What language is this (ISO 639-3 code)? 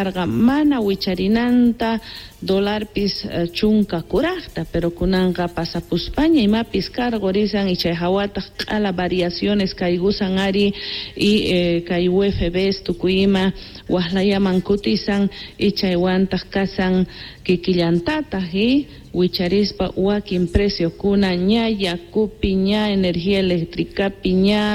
quh